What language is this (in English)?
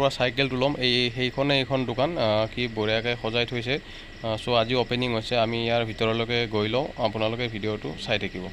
Assamese